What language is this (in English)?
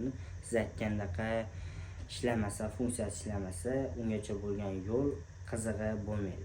Uzbek